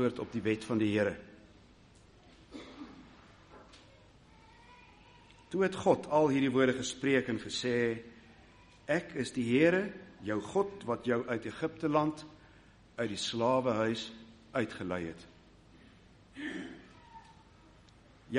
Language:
Afrikaans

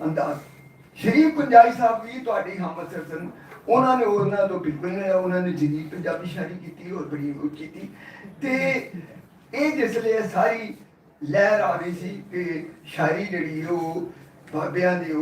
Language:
Western Panjabi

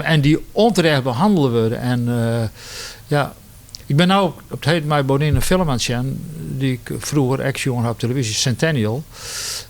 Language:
Western Frisian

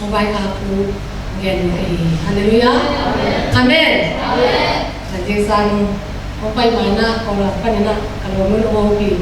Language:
Tedim Chin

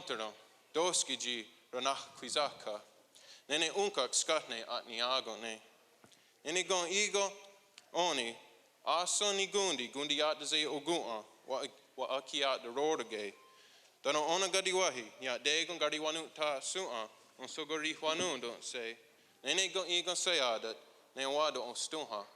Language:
Mohawk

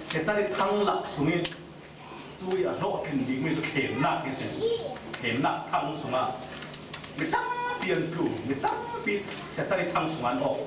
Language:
Falam Chin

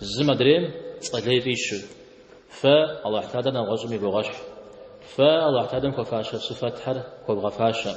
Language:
Kabardian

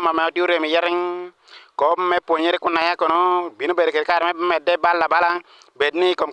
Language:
Acoli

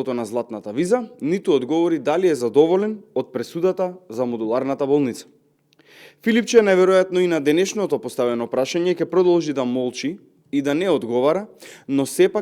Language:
Macedonian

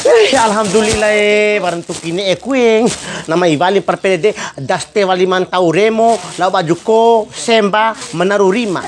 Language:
Bima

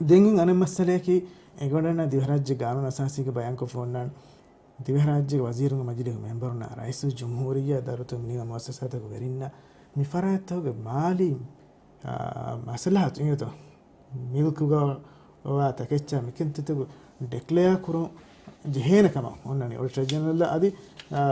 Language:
Divehi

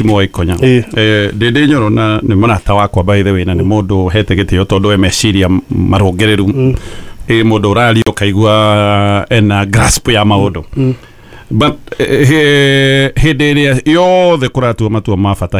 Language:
Kikuyu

